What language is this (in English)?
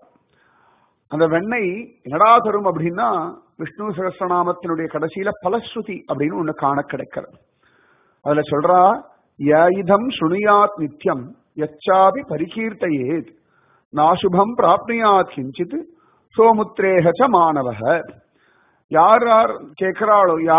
Tamil